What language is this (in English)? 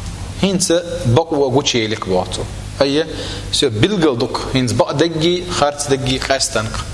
Chechen